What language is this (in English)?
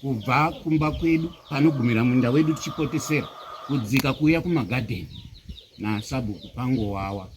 Shona